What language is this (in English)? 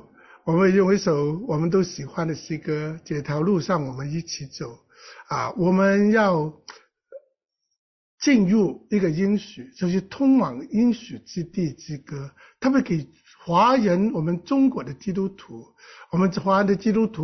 Chinese